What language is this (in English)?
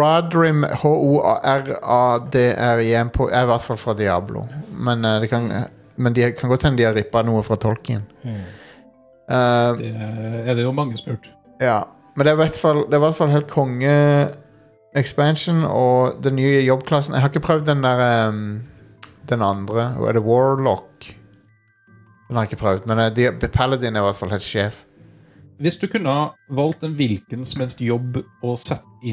Norwegian